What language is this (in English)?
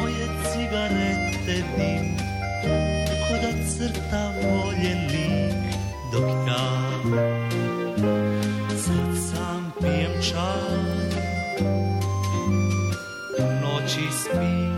Croatian